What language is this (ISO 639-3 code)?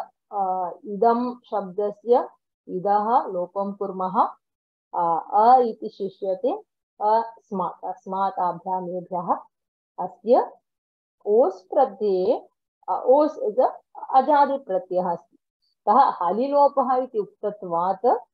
san